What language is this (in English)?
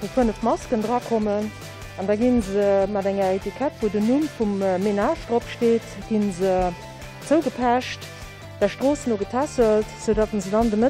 Luxembourgish